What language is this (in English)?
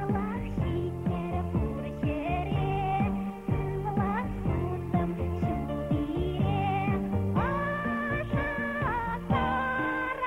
Chuvash